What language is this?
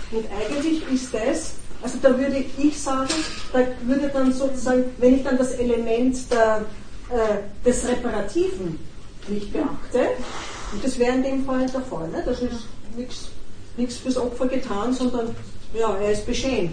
German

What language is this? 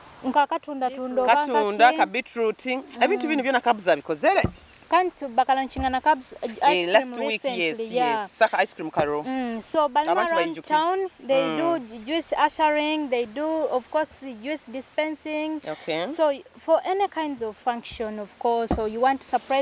Nyoro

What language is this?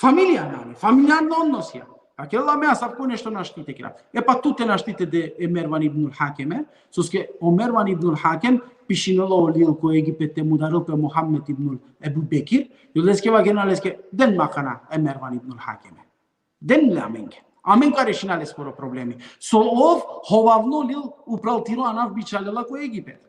Balkan Romani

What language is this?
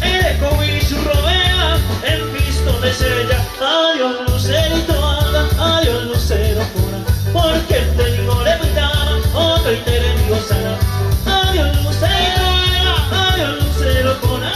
Guarani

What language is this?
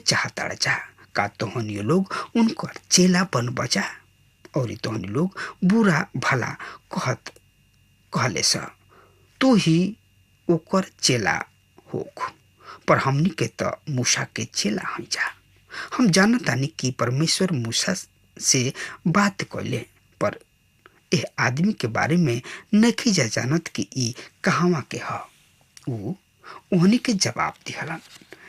Bhojpuri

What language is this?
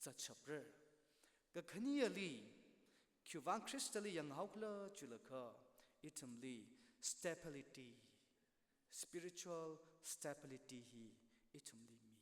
Tangkhul Naga (India)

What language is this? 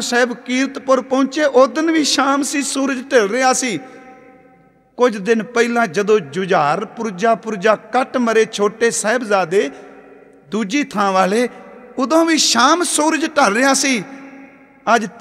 Punjabi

